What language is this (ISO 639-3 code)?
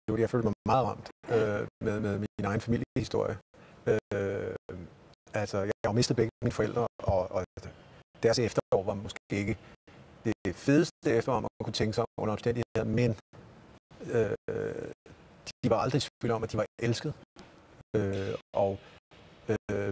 dan